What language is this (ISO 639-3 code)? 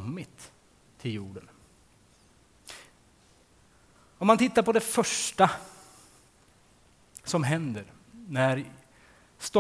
swe